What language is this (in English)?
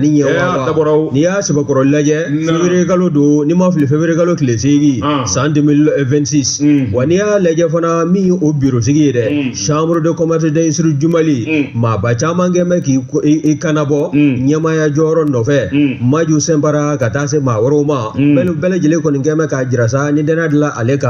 Bambara